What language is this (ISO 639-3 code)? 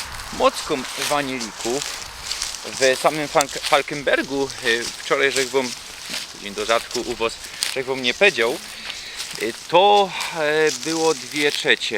szl